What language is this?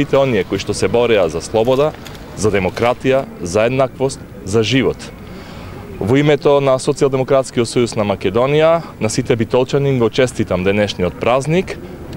Macedonian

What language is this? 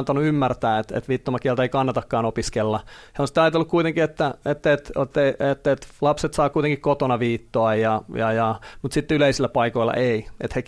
Finnish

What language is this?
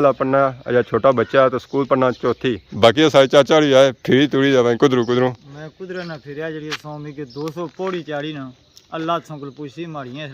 Pahari-Potwari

